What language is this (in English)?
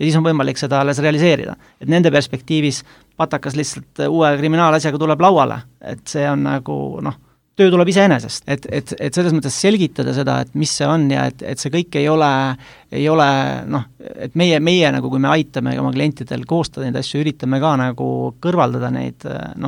Estonian